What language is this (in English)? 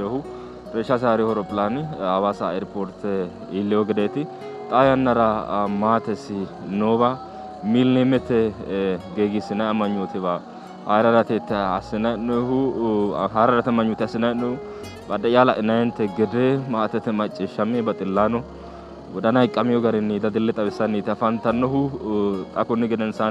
Sidamo